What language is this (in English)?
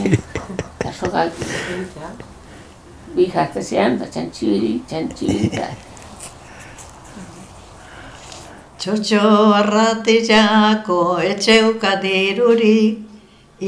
Basque